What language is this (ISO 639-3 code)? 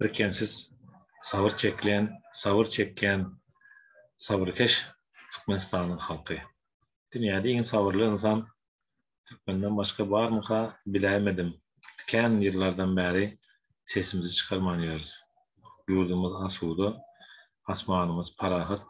tuk